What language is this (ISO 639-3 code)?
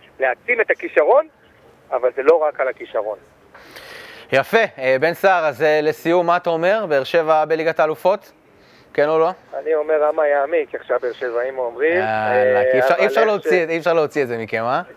heb